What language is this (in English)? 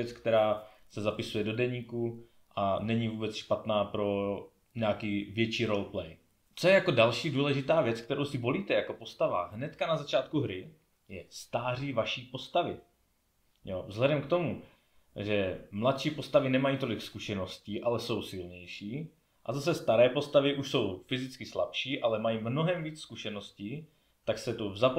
Czech